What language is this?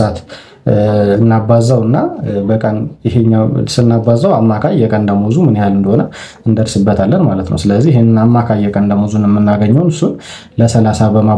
Amharic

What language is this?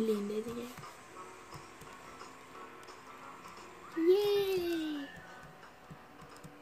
Dutch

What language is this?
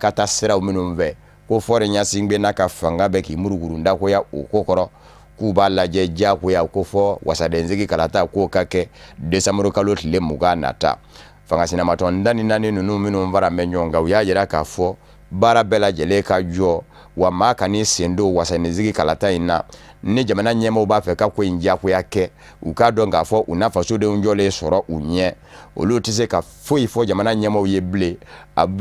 Bambara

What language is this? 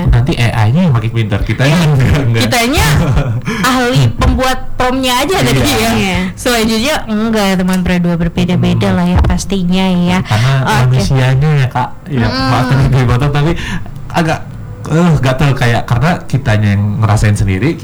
Indonesian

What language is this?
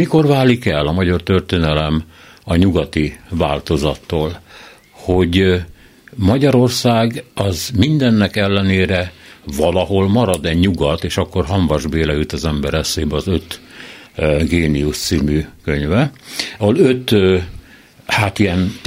Hungarian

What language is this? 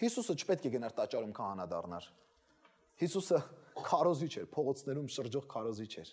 Armenian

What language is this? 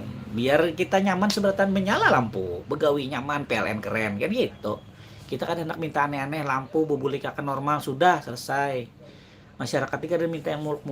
Banjar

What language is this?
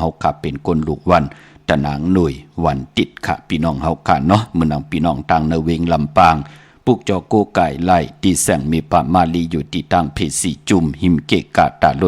Shan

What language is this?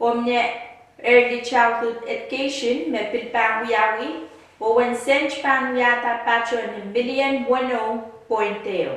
Pohnpeian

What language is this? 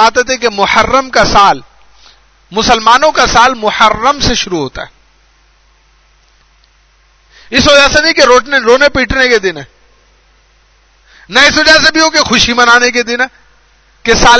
Urdu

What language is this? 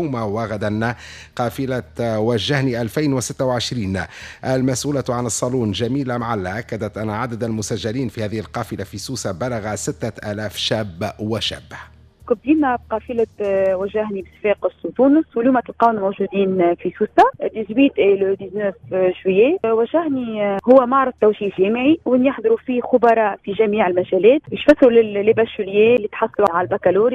Tunisian Arabic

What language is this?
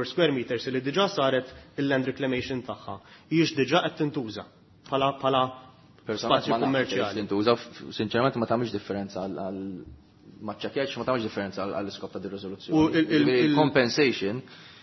Maltese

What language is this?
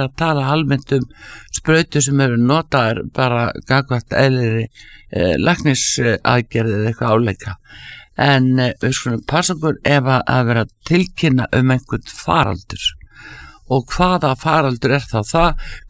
Icelandic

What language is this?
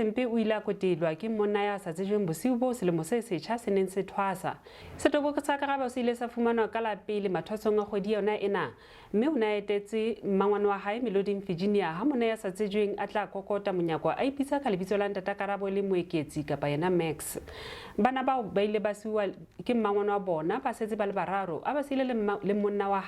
Southern Sotho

